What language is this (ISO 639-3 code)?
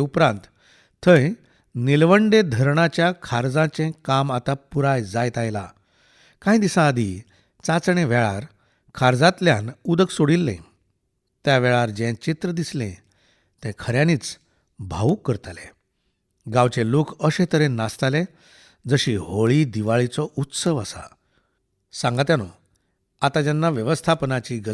kok